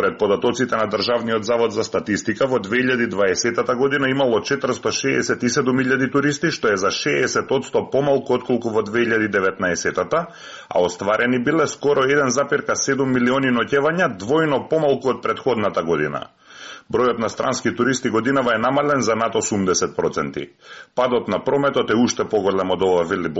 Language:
Macedonian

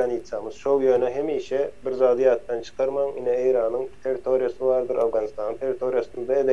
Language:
Turkmen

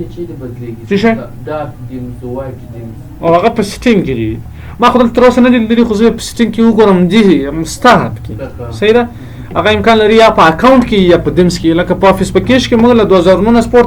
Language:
Pashto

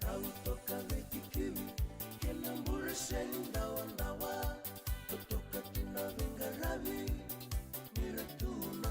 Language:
Fijian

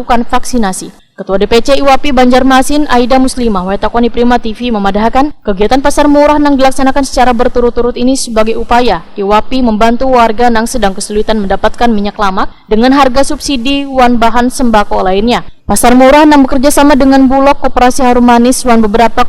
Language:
Banjar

